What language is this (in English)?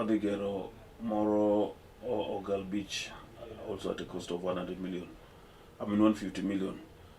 Luo (Kenya and Tanzania)